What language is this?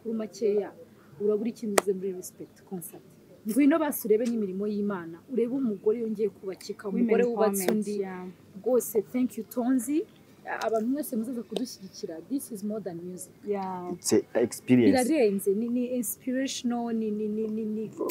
Kinyarwanda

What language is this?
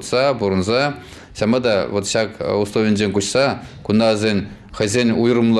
Chuvash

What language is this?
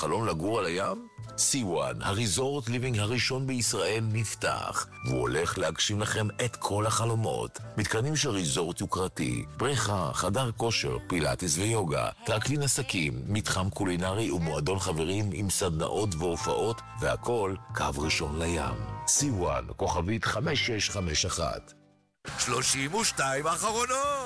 Hebrew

